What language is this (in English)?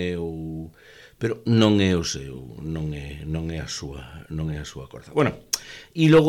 Galician